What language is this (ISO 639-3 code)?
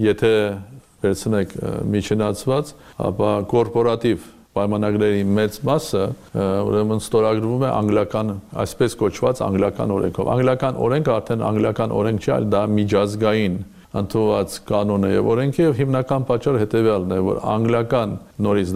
hye